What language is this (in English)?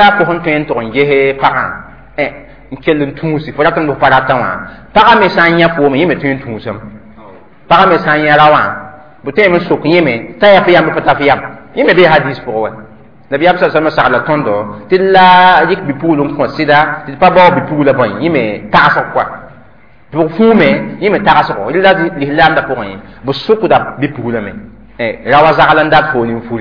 Mossi